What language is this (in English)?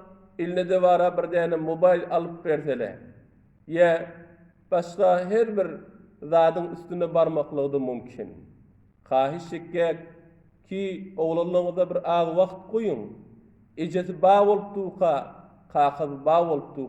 Turkmen